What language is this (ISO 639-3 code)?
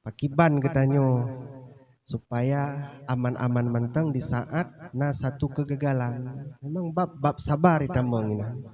ace